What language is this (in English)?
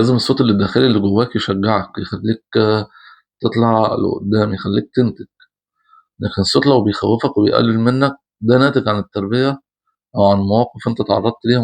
Egyptian Arabic